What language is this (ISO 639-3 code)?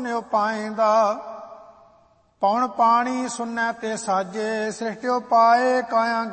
pan